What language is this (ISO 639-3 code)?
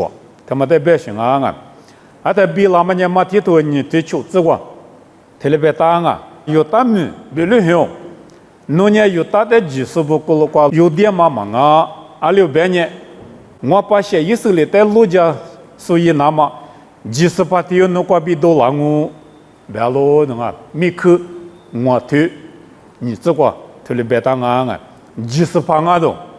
lis